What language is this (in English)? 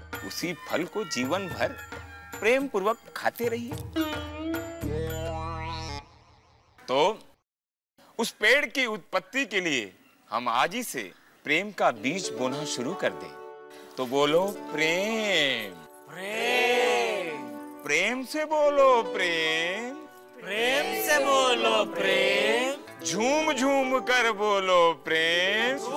Hindi